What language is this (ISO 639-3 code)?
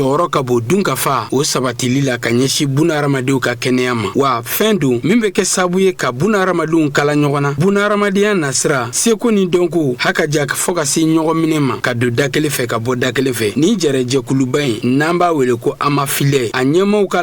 bam